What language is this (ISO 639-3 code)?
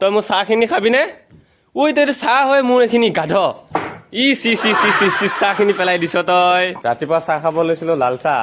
asm